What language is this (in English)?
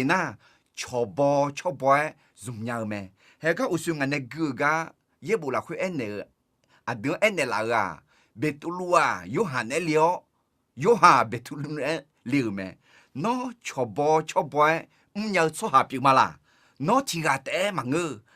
Akha